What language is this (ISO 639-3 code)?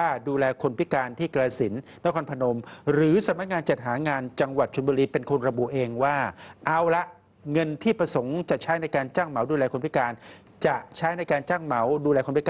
tha